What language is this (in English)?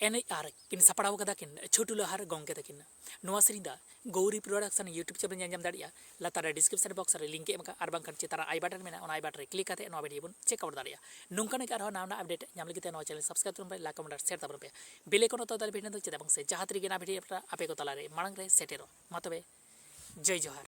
Santali